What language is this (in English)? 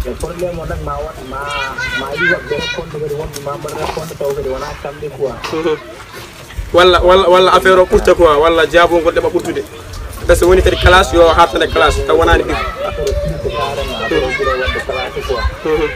Pular